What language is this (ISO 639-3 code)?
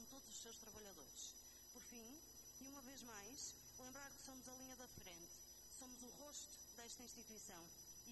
por